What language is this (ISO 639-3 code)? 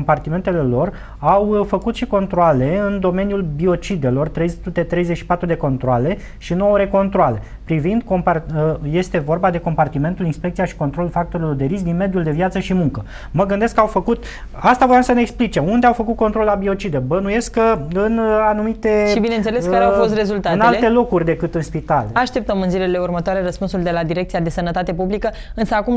ron